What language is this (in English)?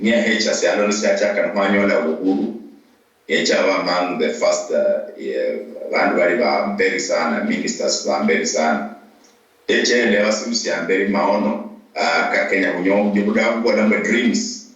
Luyia